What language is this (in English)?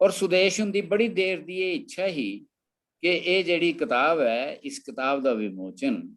Dogri